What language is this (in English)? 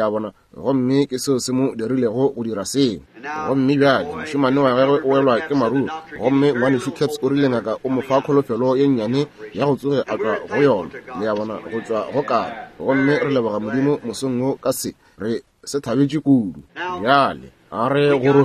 Northern Sotho